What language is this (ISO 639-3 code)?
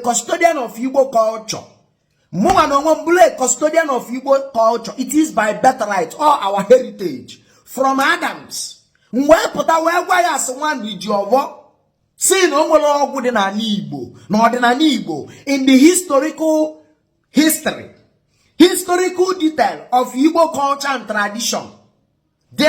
ibo